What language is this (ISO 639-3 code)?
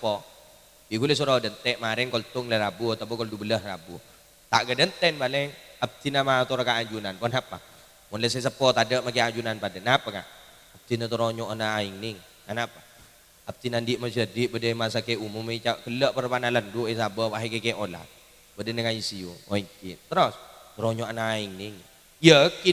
mad